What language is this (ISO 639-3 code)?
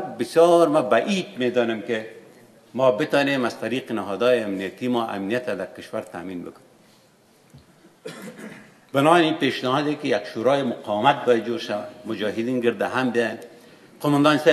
fas